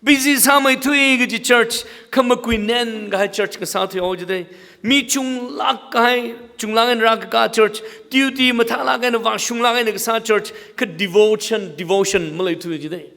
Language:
Tangkhul Naga (India)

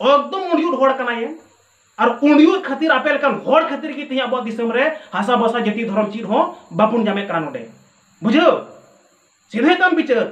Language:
Santali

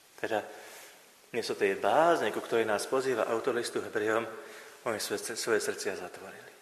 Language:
Slovak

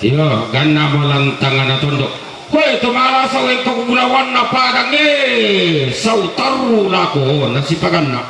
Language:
Toraja-Sa'dan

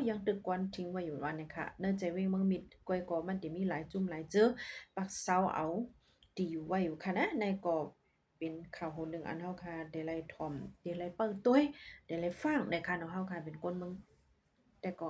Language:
Shan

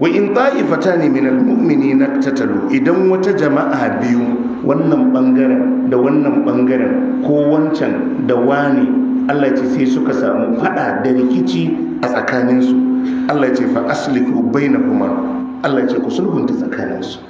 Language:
Hausa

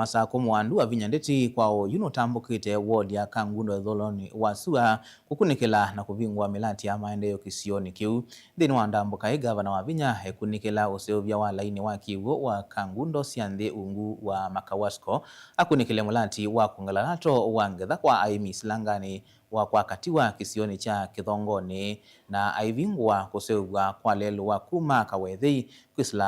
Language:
Kamba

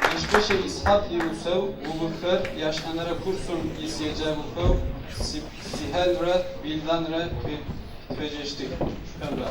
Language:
Adyghe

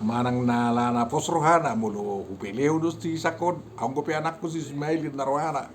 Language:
Batak Toba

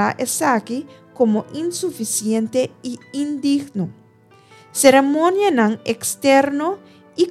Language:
Papiamento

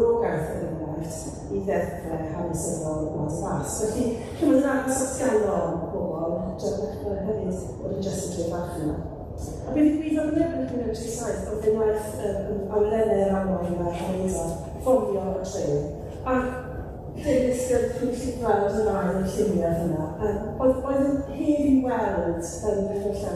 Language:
Welsh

